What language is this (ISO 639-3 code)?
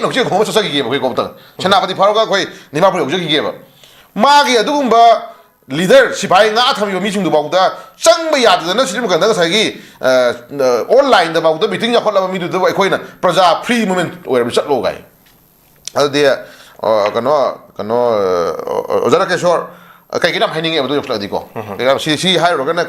mni